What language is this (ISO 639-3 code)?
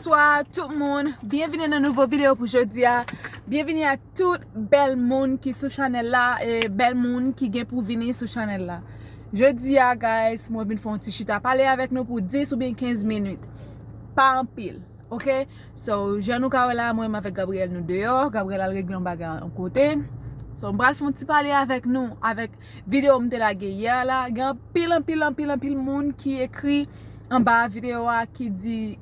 hat